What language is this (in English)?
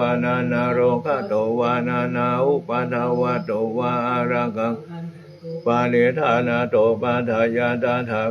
Pali